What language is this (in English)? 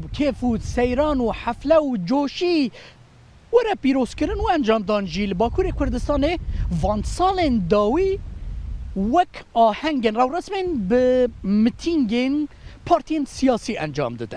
Kurdish